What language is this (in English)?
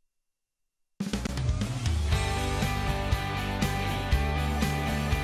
Slovak